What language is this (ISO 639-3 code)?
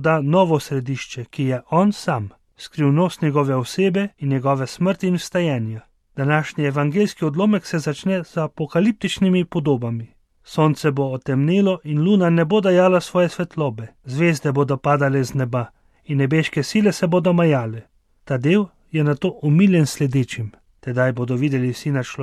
slv